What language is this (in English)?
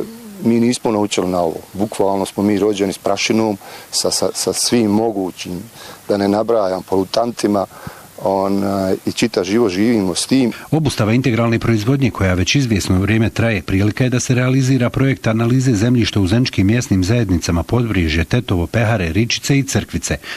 Bosnian